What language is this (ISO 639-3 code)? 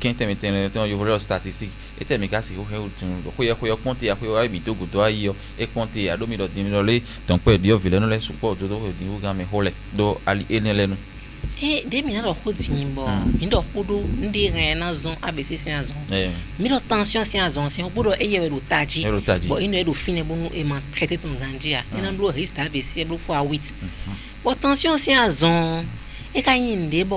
fon